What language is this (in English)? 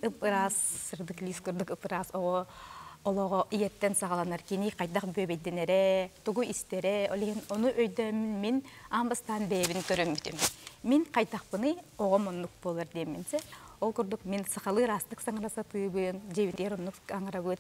Yakut